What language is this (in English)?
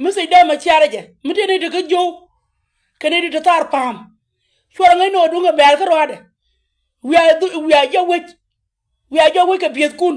Nuer